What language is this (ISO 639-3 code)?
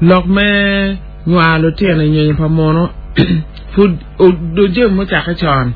ach